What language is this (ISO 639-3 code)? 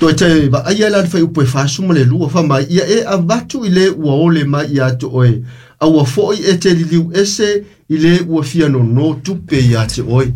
smo